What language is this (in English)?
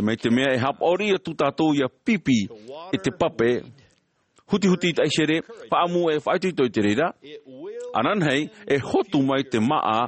Tahitian